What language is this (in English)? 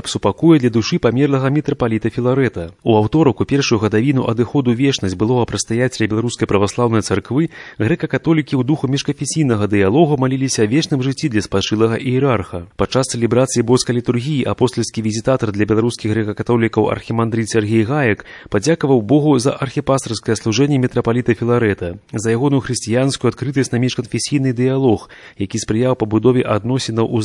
Belarusian